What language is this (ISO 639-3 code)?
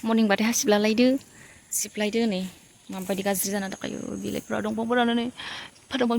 brx